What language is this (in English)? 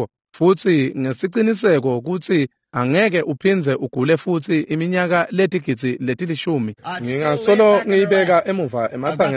Swati